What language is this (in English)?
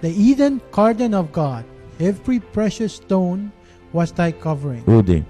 Pohnpeian